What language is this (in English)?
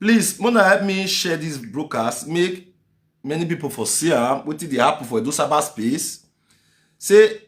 Nigerian Pidgin